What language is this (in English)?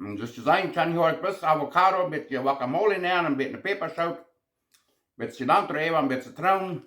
Plautdietsch